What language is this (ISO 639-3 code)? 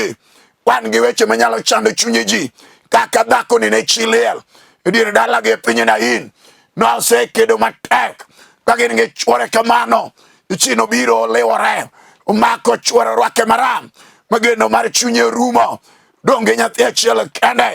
luo